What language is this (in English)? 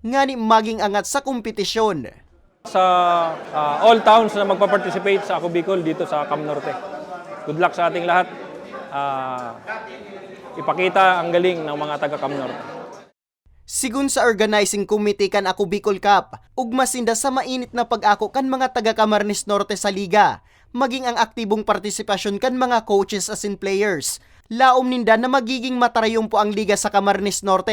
Bikol